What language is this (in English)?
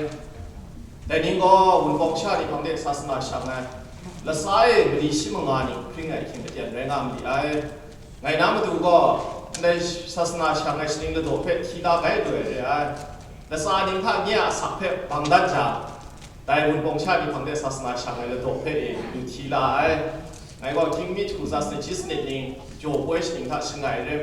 Kachin